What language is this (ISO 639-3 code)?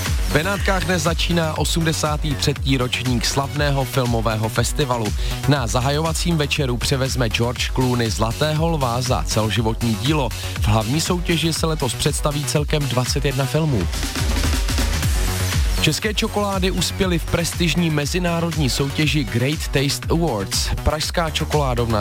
ces